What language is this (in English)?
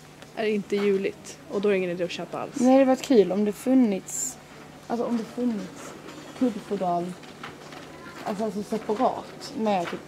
Swedish